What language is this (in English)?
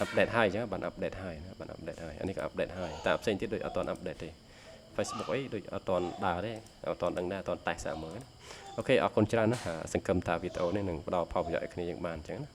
Khmer